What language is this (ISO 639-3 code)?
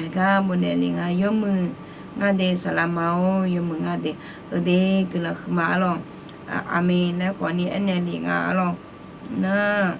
ahk